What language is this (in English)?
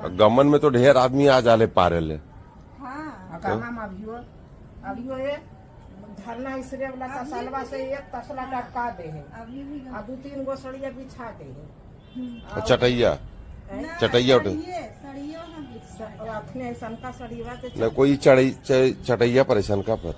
Magahi